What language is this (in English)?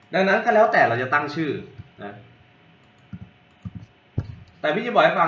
Thai